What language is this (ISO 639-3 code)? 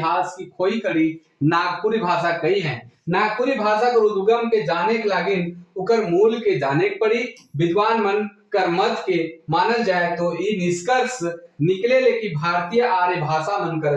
sck